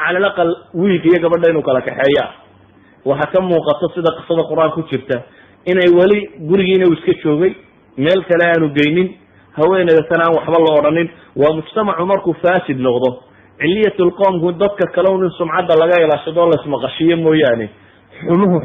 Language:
Somali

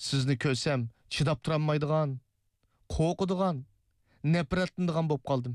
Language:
Uyghur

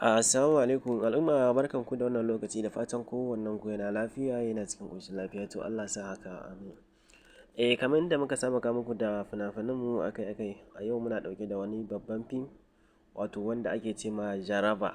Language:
Hausa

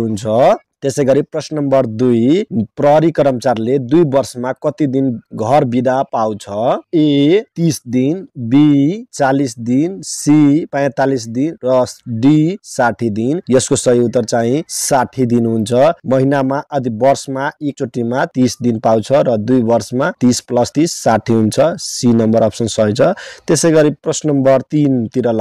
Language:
Nepali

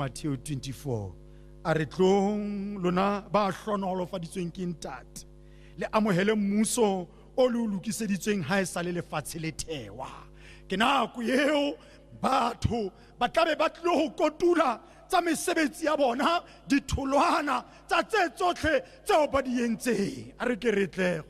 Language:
Tswana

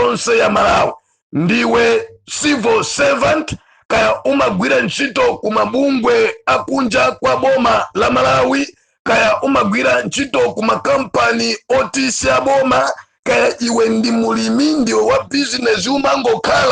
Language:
Nyanja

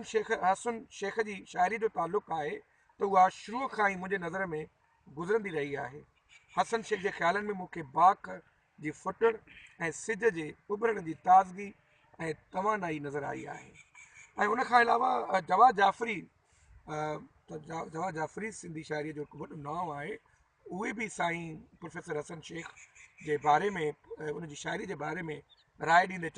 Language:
Sindhi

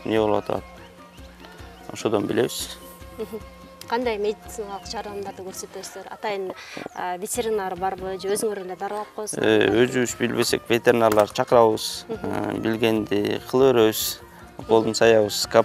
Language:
Kyrgyz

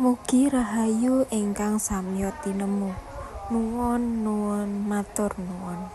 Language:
Javanese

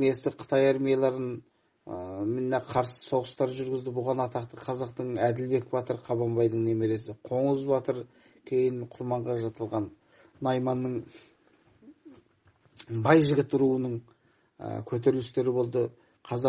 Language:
Kazakh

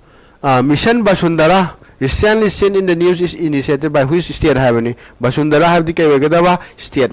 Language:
Manipuri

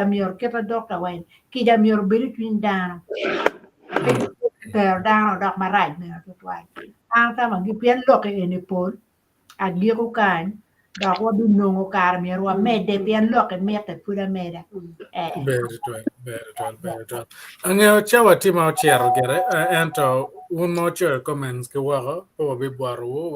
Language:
Acoli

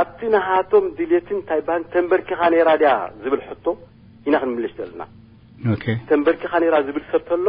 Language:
Tigrinya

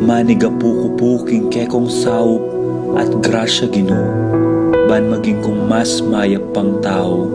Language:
Pampanga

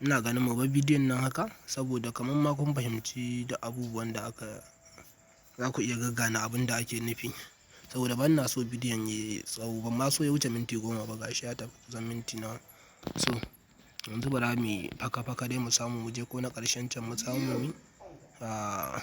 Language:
Hausa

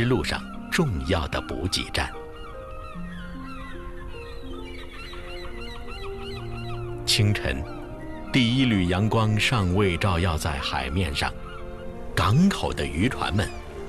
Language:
Chinese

